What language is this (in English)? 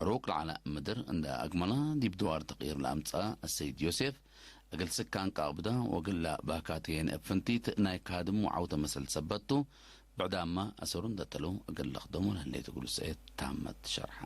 Tigre